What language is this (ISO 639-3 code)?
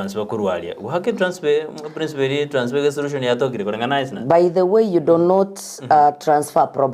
guz